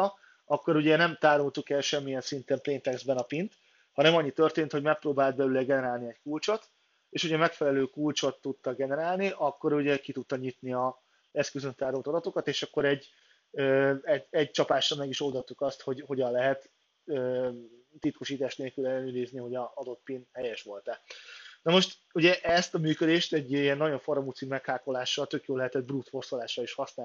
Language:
Hungarian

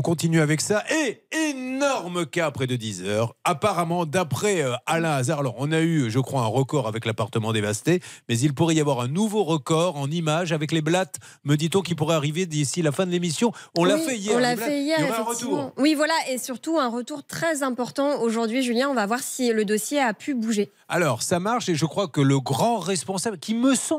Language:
French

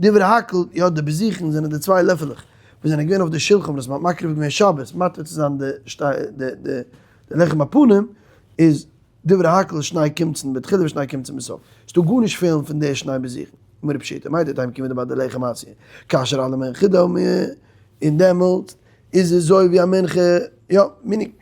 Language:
Yiddish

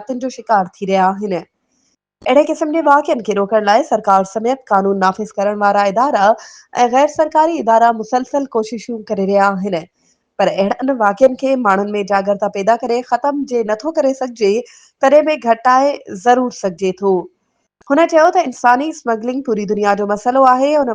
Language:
Sindhi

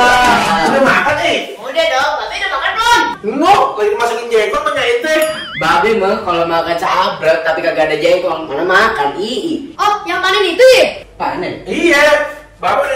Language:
Betawi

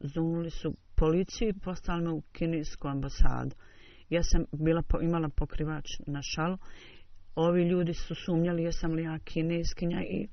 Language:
Bosnian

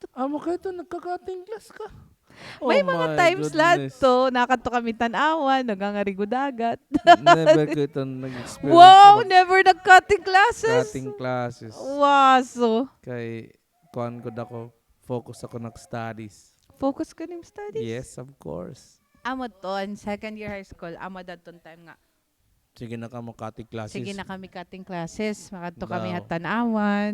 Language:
Waray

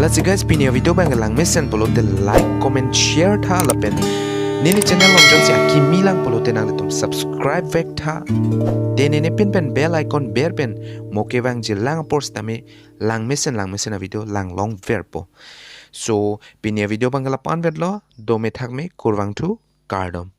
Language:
Karbi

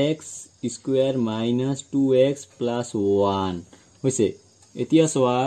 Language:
Assamese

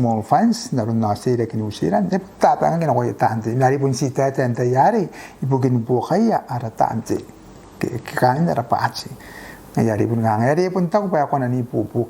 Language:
Gilbertese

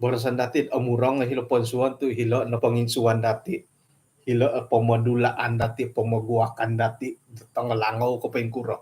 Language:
Central Dusun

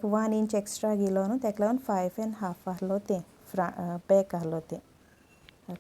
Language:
Konkani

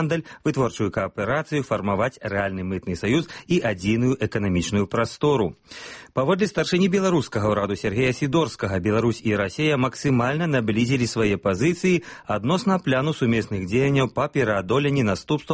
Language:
Belarusian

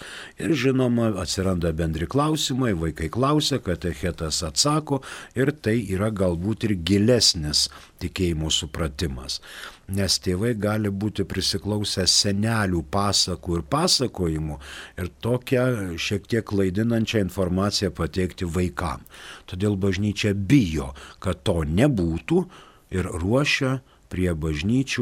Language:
Lithuanian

